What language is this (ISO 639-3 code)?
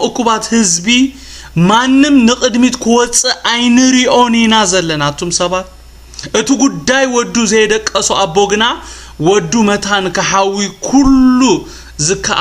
tir